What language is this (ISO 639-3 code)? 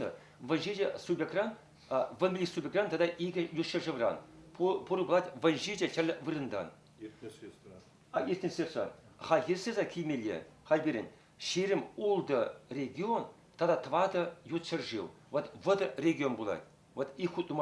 chv